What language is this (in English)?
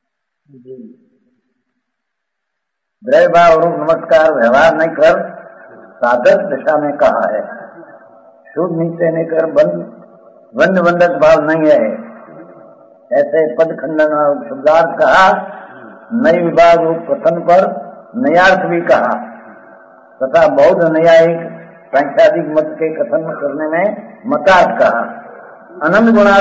Gujarati